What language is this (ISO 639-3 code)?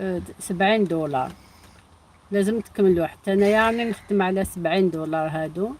arq